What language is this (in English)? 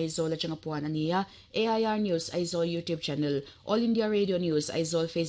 Mizo